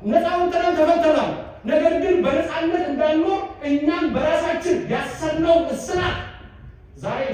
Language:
Amharic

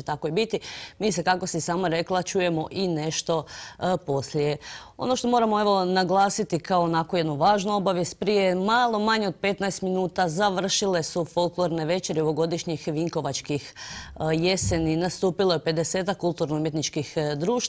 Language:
Croatian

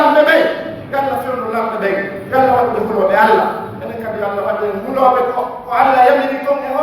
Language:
Pular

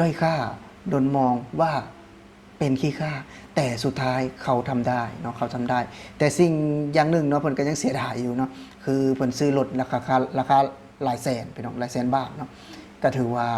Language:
Lao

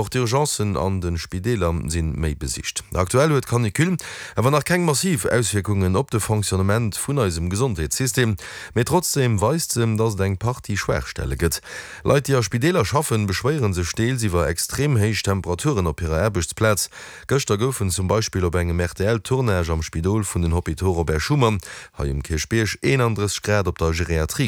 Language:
Luxembourgish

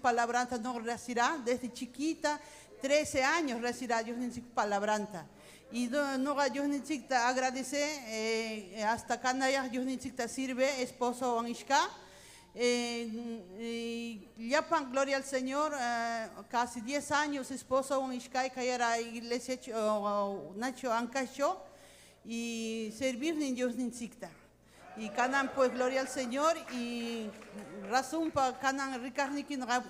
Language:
Ayacucho Quechua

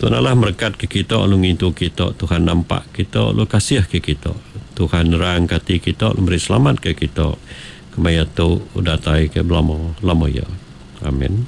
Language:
Iban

